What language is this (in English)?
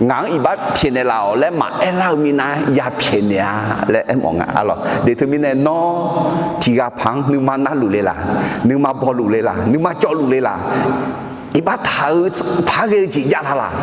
Akha